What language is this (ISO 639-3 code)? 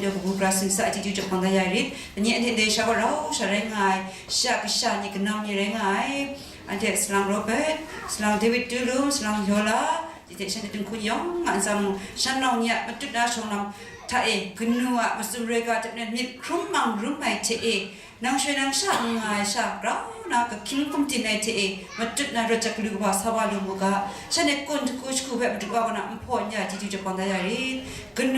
kac